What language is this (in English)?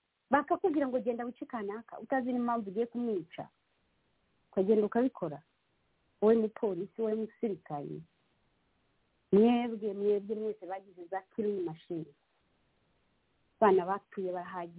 Kinyarwanda